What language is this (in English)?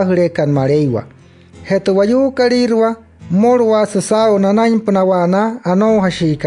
Wayuu